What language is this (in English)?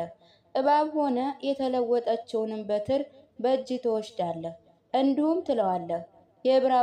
Amharic